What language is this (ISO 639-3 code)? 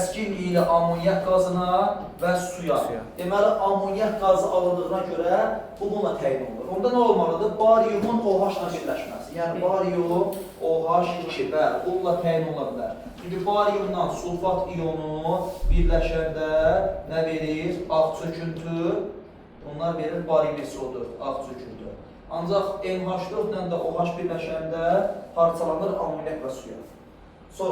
aze